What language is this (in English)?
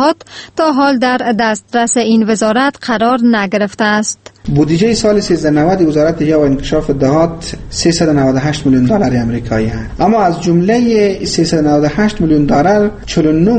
Persian